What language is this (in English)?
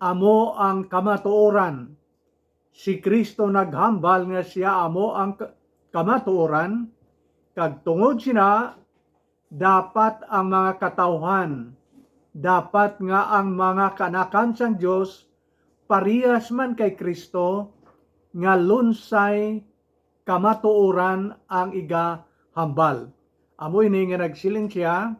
Hiligaynon